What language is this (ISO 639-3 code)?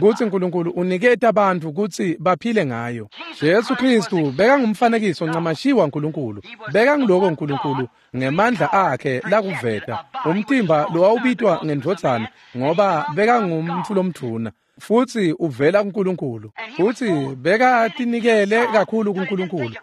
ssw